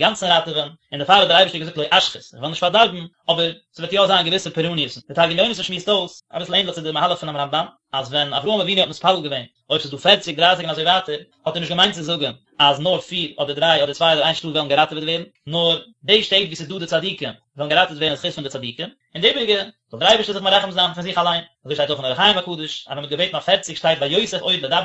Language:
Yiddish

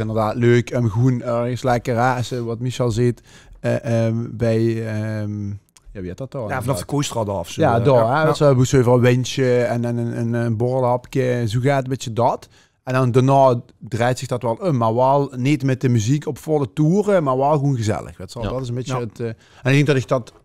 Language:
Limburgish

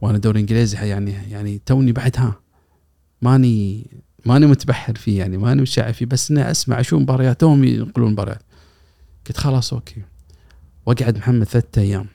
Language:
Gulf Arabic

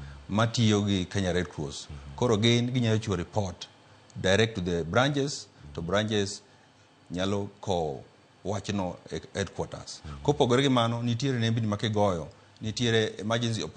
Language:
Luo (Kenya and Tanzania)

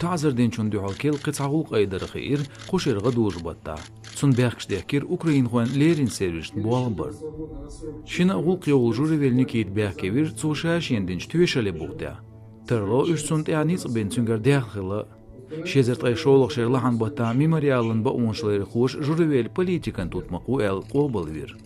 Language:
Chechen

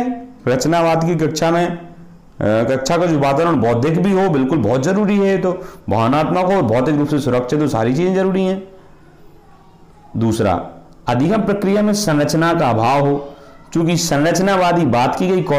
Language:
Hindi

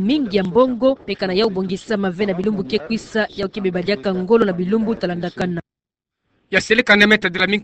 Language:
Kituba (Democratic Republic of Congo)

